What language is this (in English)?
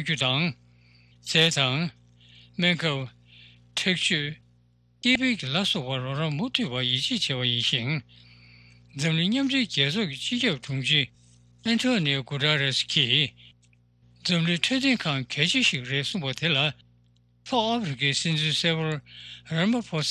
Tibetan